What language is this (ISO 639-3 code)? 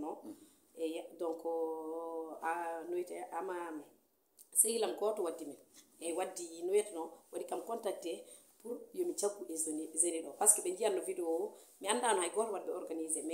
ful